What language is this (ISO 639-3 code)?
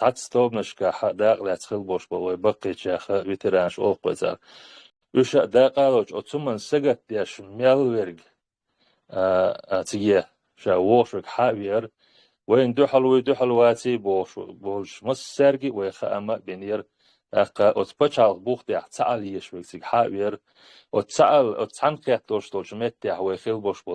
che